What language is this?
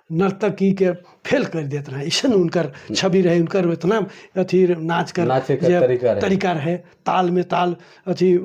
Sadri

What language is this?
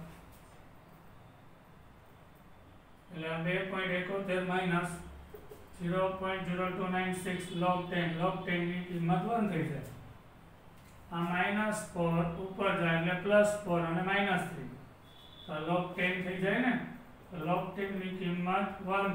Gujarati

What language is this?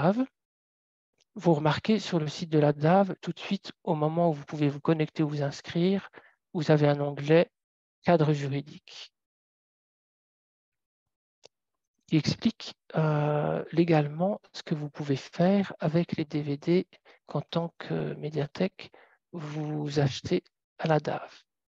French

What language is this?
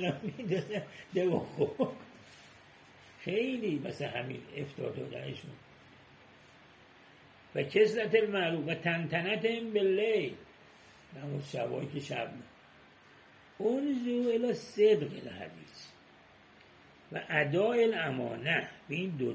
Persian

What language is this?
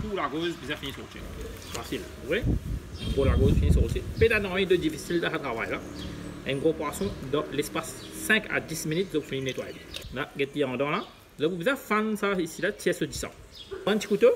Morisyen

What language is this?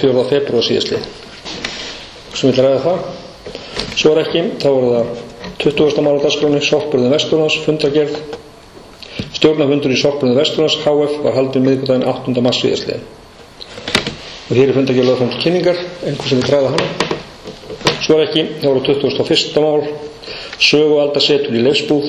Icelandic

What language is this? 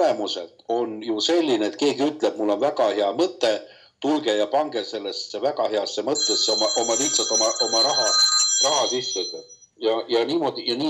Estonian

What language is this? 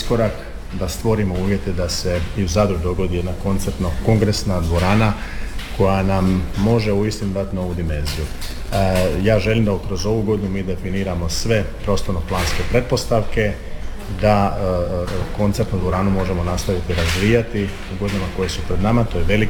Croatian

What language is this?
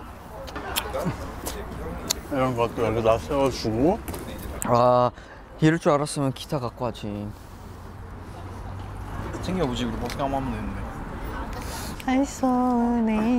Korean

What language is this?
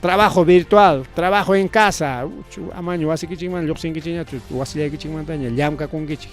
Ayacucho Quechua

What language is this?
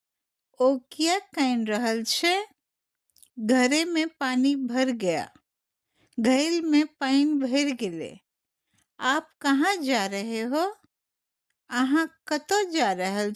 Maithili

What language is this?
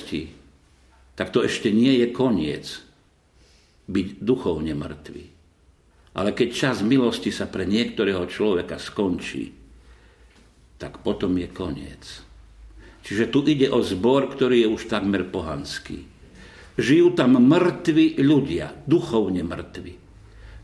Slovak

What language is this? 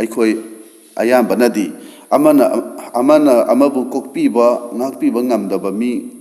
Manipuri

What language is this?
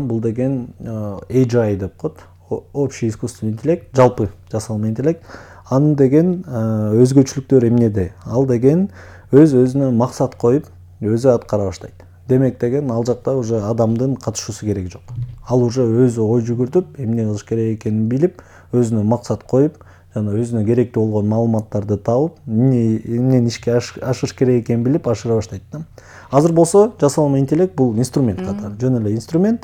Kyrgyz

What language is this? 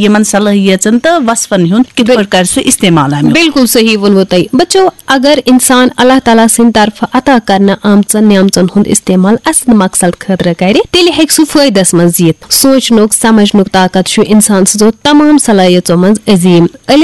Kashmiri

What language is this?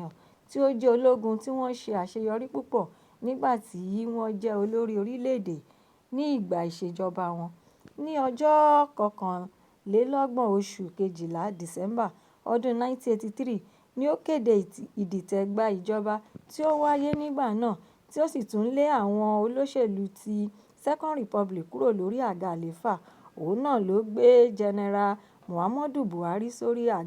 Yoruba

